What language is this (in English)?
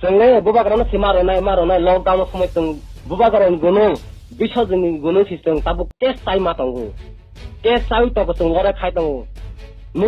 Riang (India)